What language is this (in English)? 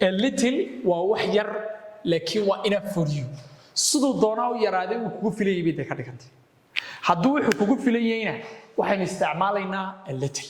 Somali